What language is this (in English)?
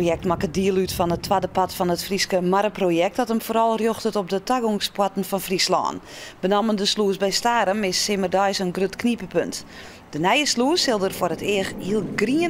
Western Frisian